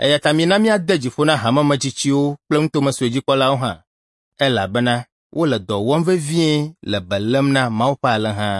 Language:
Ewe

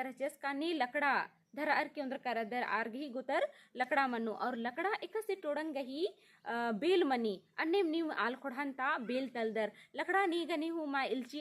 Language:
Kurukh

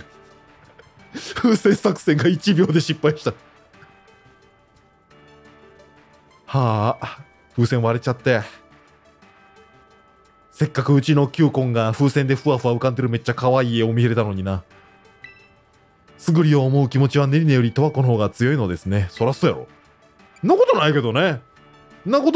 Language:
Japanese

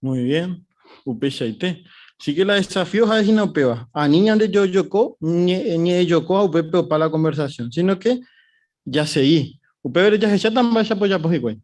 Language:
Guarani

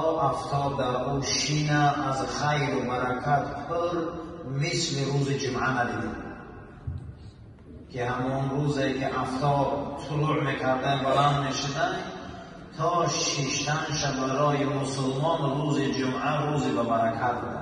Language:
Persian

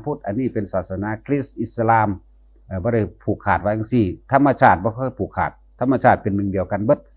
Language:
Northeastern Thai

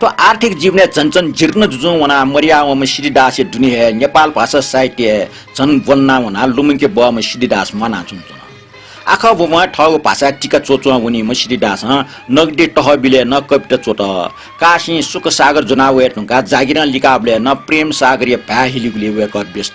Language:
Newari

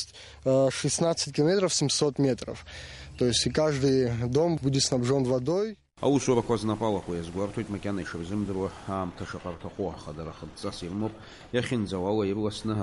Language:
Abkhazian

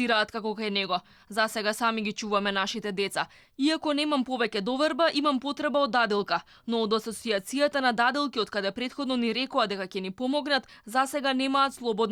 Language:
Macedonian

